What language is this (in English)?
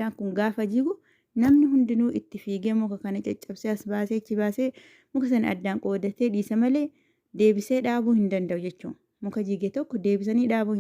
Oromo